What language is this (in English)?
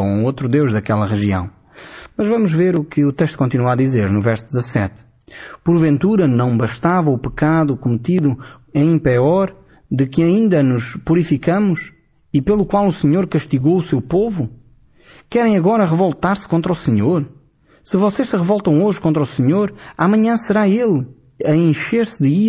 Portuguese